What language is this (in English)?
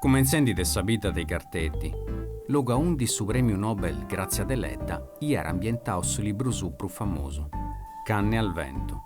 Sardinian